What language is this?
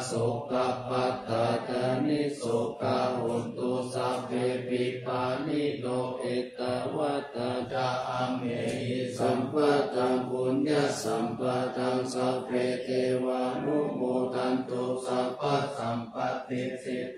Pali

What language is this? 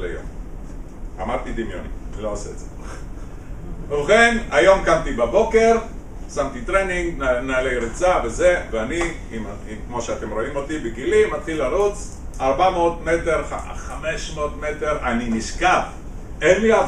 Hebrew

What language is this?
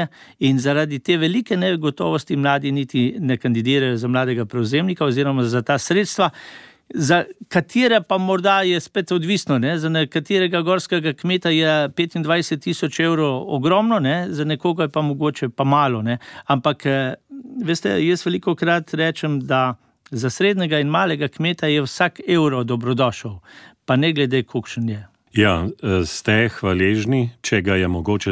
Slovenian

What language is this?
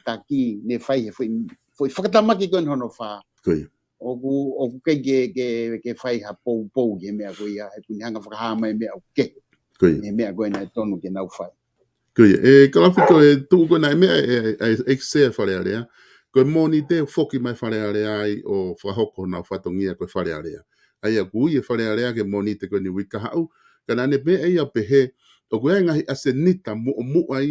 Tongan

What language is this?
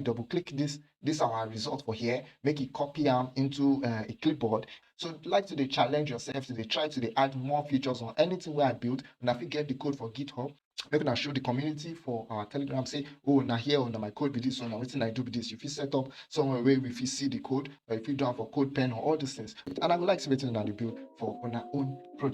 Nigerian Pidgin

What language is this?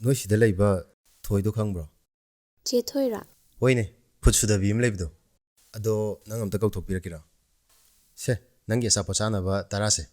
Manipuri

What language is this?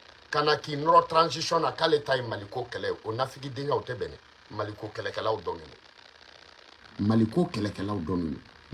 Bambara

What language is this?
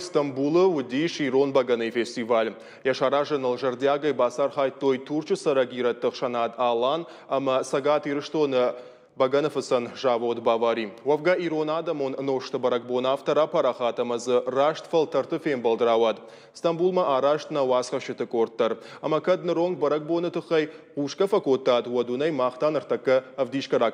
Ossetic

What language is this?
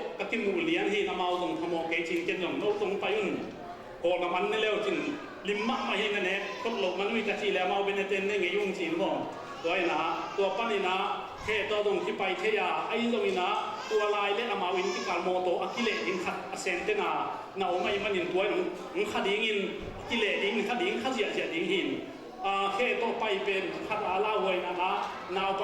Tedim Chin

